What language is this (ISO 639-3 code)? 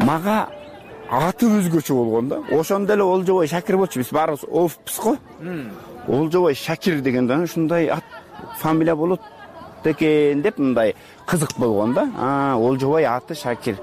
kir